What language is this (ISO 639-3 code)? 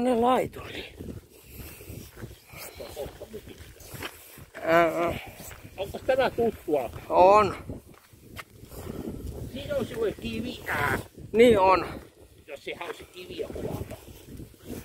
fin